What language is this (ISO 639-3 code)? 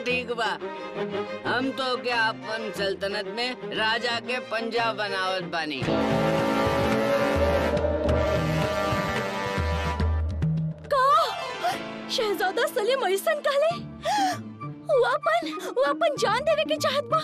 bho